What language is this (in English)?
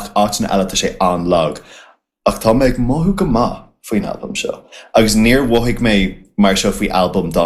Irish